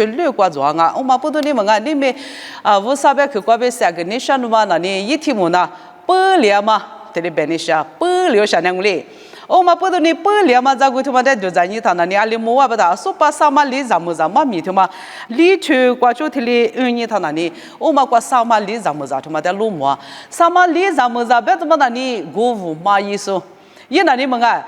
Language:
Lisu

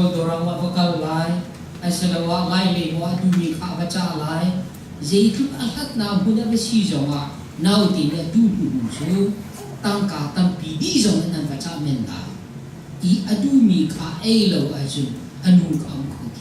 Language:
Hakha Chin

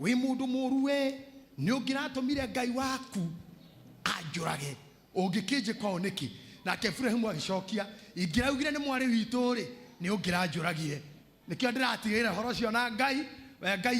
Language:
Kikuyu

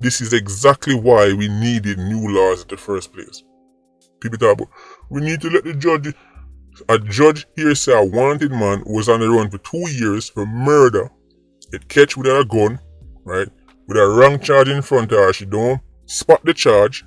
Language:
Jamaican Creole English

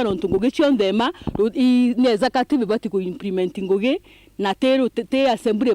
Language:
Meru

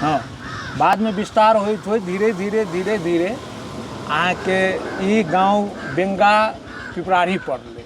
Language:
Maithili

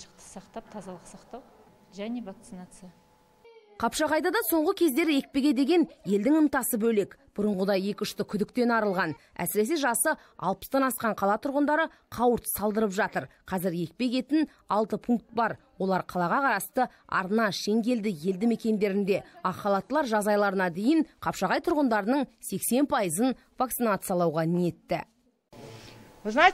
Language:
Kazakh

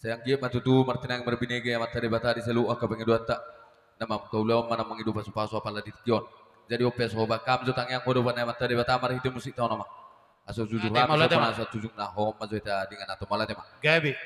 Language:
Batak Toba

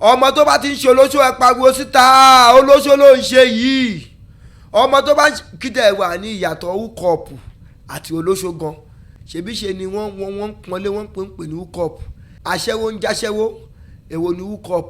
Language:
Yoruba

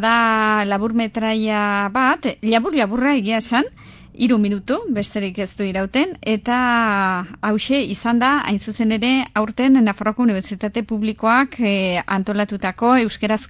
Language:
Basque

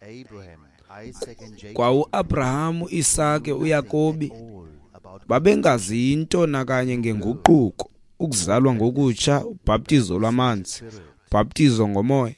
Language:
Xhosa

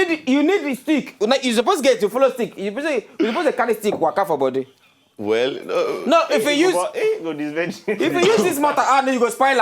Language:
Nigerian Pidgin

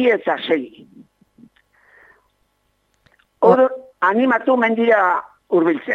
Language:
Basque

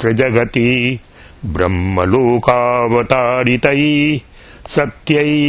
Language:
Sanskrit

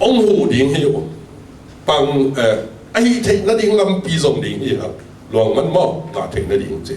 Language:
Tedim Chin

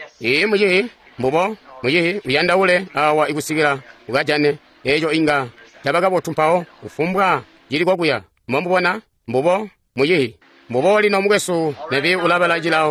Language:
Tonga (Zambia)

